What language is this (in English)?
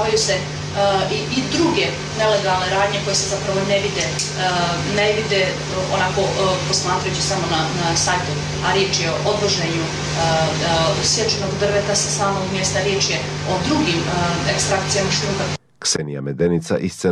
Croatian